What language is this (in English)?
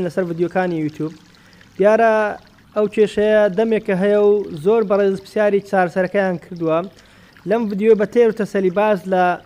Central Kurdish